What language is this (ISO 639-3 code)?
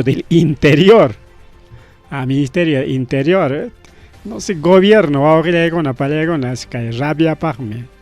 quy